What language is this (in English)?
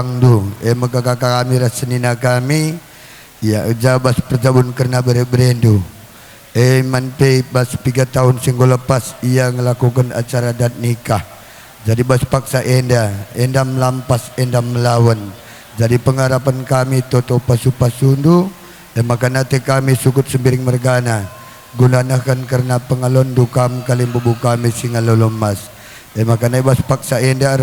Batak Karo